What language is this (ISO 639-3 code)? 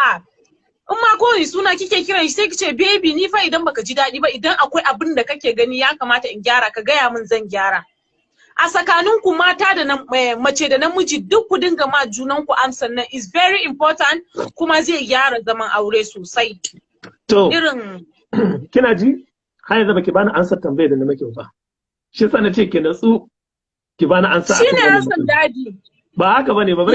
hau